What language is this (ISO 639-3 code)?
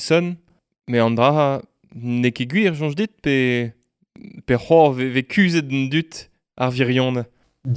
bre